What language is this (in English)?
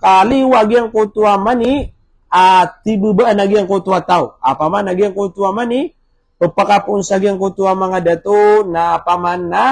Maranao